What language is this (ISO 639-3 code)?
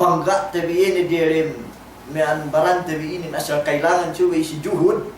yka